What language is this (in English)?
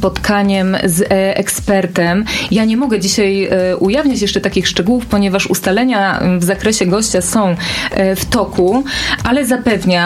Polish